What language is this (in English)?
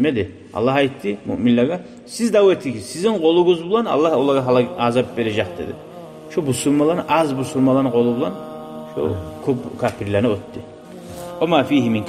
Kumyk